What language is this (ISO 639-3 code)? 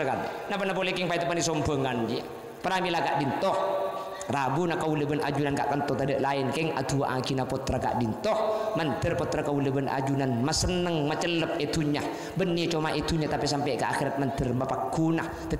mad